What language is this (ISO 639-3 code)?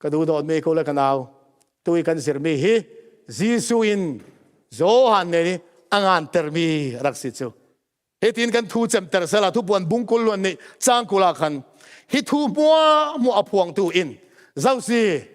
cfm